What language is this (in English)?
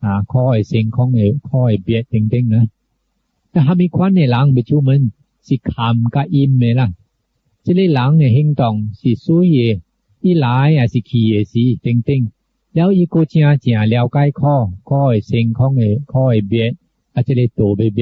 Min Nan Chinese